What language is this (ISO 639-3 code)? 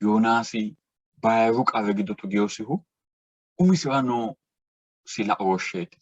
sid